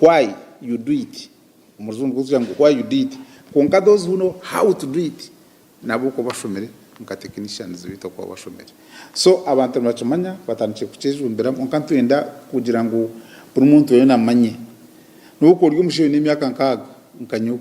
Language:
Nyankole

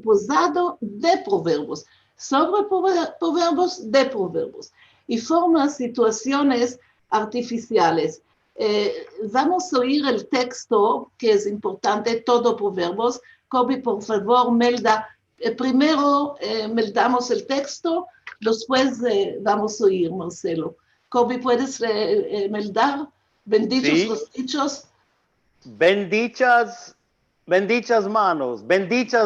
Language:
Ladino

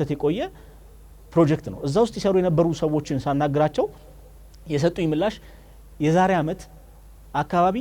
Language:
Amharic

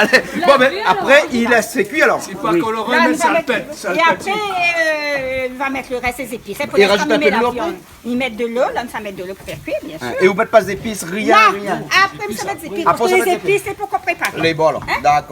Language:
Réunion Creole French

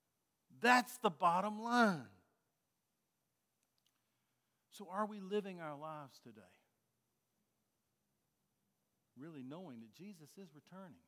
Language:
English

